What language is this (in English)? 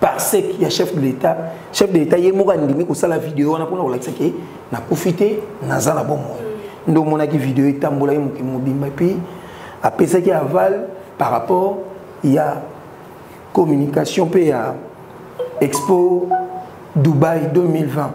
Lingala